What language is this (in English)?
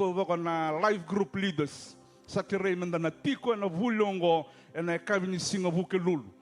Fijian